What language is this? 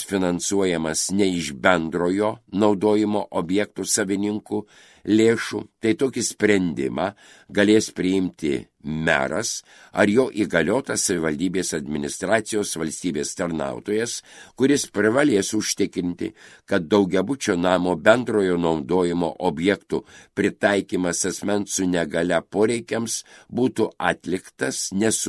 Lithuanian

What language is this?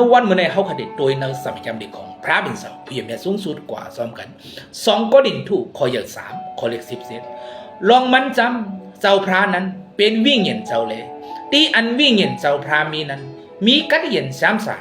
Shan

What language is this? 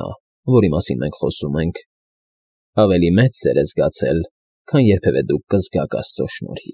Armenian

